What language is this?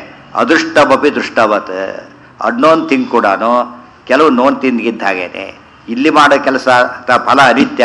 Kannada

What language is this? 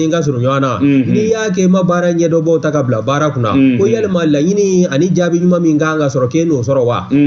Bambara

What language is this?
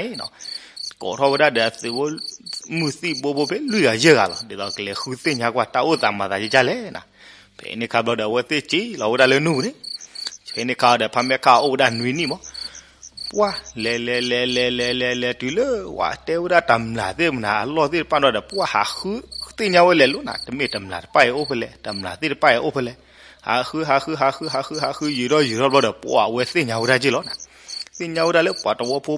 S'gaw Karen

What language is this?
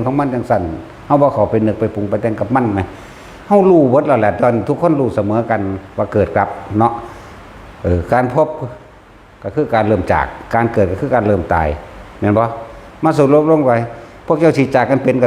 Northeastern Thai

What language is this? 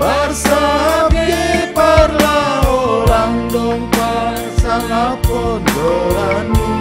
Batak Simalungun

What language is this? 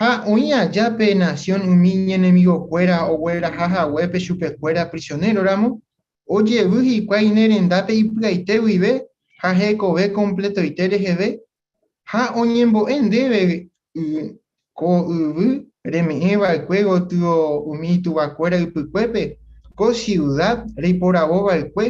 Guarani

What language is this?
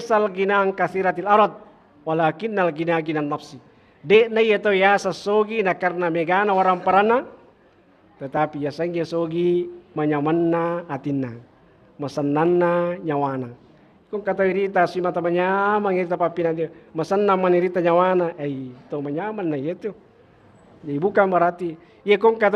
Buginese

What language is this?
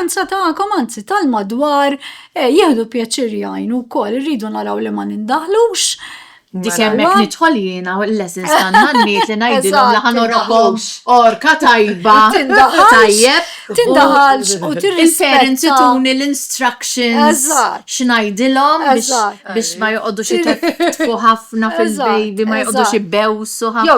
Maltese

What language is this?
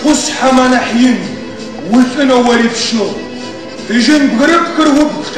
Adyghe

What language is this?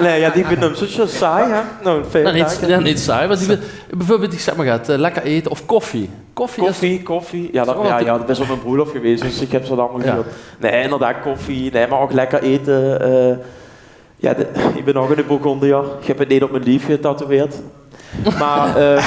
Limburgish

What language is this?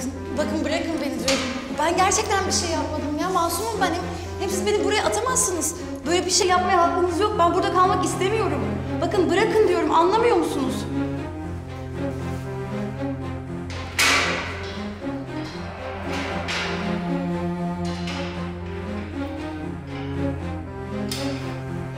Turkish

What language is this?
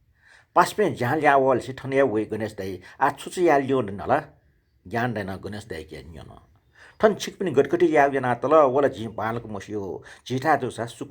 Newari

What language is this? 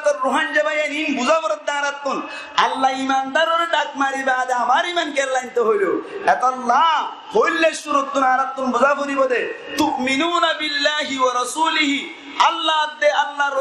Rohingya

